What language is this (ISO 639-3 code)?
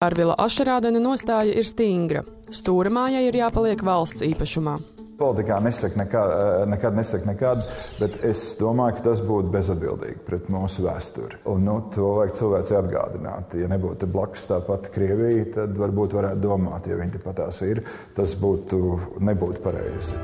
lav